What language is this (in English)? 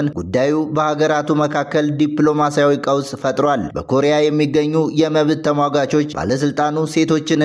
Amharic